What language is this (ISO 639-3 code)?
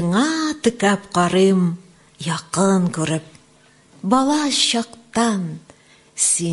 tat